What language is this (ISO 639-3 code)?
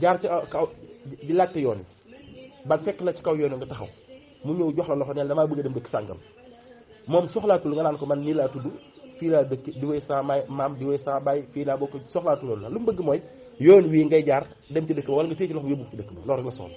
wol